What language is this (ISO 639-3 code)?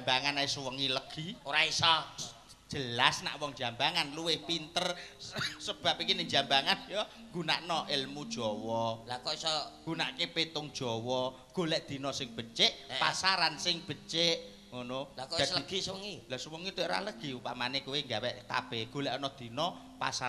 jav